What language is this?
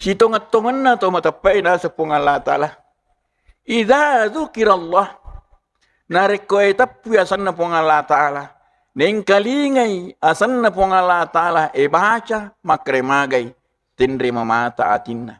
Buginese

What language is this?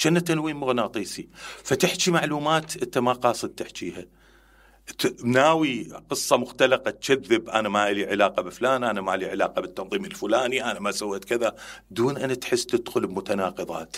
Mesopotamian Arabic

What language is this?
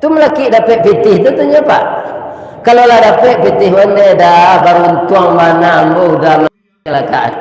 Minangkabau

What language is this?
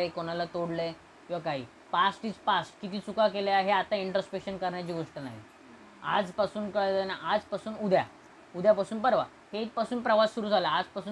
Marathi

